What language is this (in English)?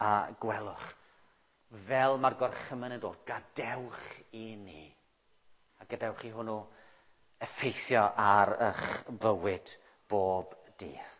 Welsh